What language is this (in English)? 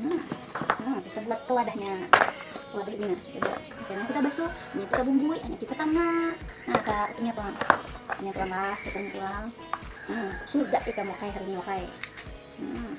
Banjar